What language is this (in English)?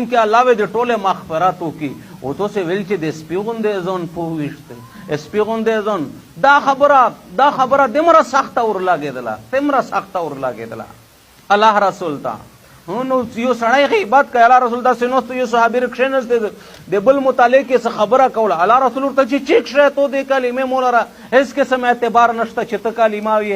Pashto